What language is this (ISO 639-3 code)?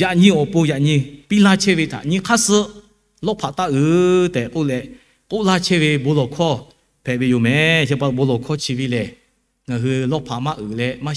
lhu